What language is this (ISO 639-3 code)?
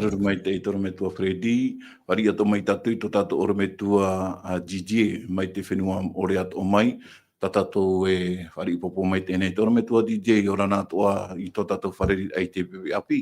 tah